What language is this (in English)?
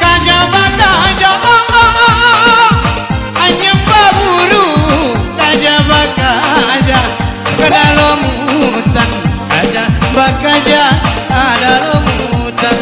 Minangkabau